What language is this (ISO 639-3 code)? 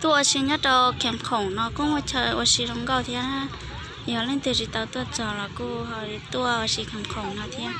hmn